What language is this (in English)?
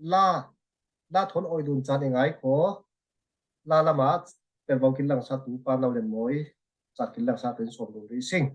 Falam Chin